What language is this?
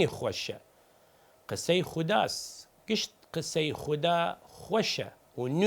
Southern Kurdish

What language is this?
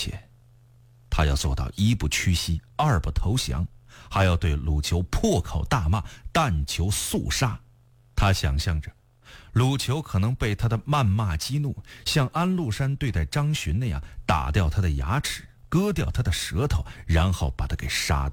Chinese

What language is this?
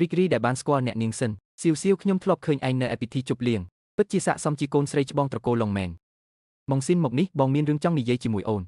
Khmer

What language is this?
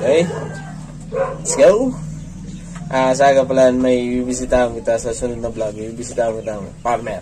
Bikol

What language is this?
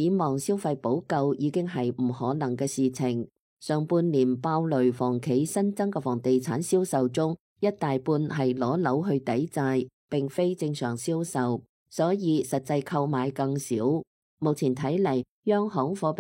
Cantonese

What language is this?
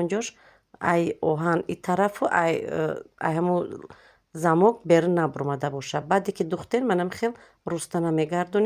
Tajik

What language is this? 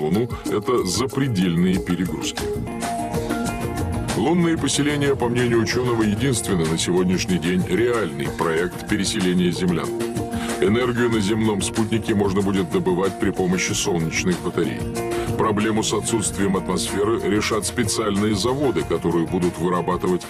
Russian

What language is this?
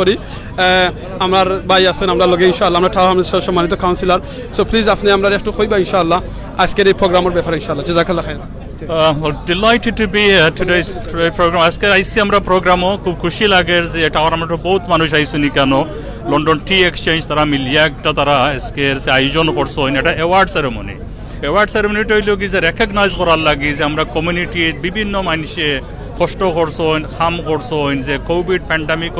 Sylheti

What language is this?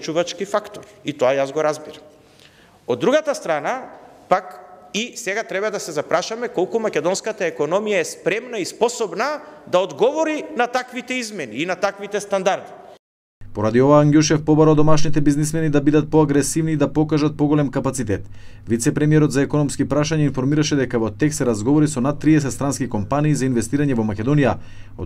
Macedonian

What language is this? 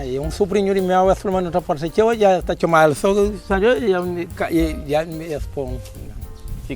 Kabuverdianu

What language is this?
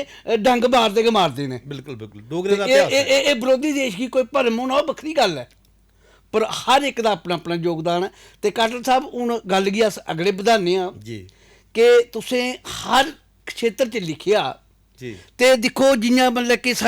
Dogri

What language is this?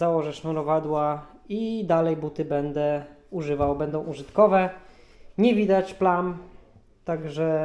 Polish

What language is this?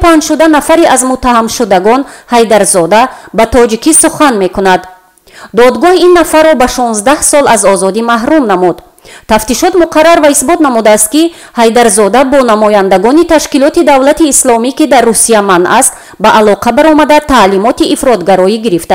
Tajik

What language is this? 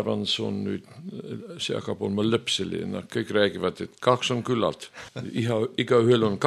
Estonian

